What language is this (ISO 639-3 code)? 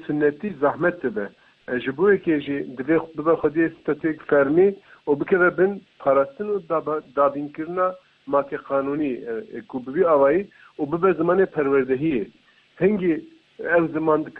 kur